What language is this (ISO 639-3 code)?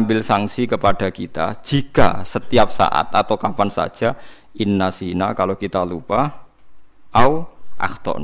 jav